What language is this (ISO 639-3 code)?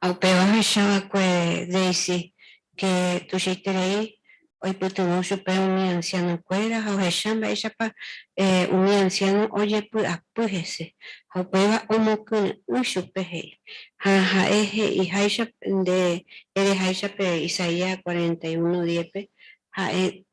grn